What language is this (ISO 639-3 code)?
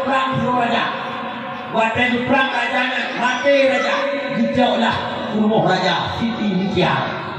ace